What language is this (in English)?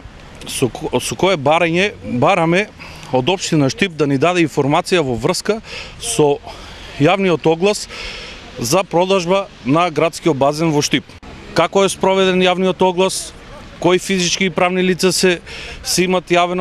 Macedonian